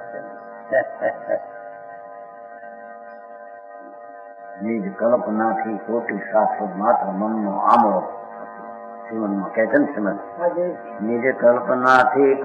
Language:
Gujarati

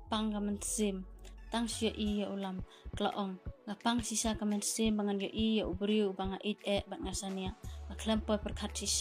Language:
Khasi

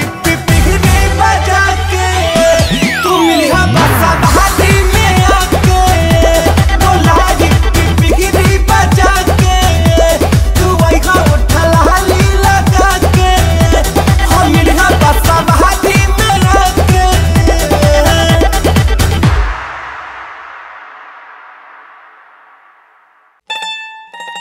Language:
Bhojpuri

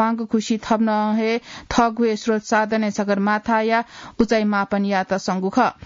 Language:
Newari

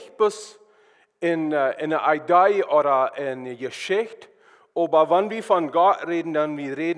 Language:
Plautdietsch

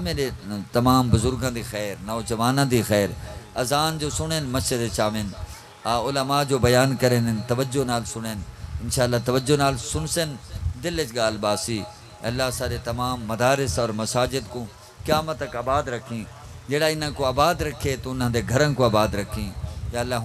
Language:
Saraiki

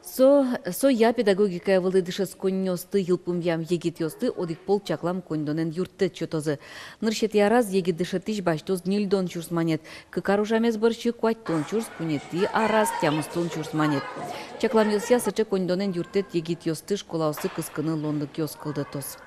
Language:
Udmurt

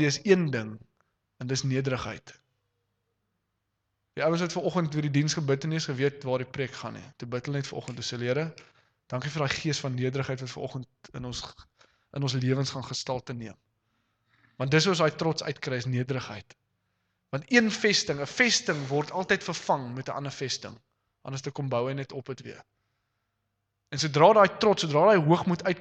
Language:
Afrikaans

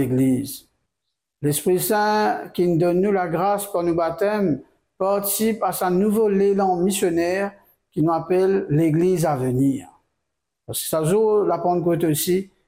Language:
Morisyen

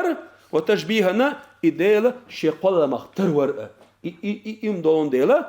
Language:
Chechen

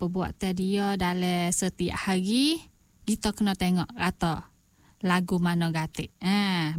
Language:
Malay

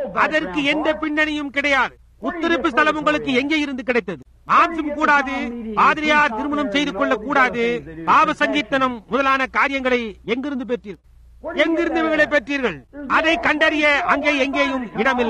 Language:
Tamil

